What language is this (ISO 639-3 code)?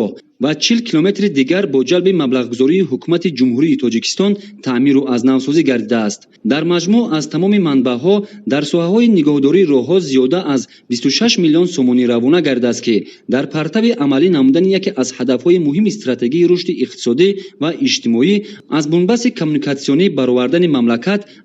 tgk